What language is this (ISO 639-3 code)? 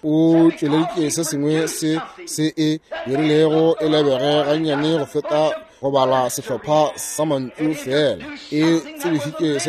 nso